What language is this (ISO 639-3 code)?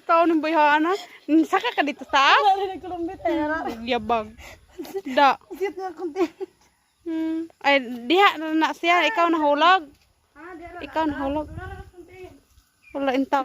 ceb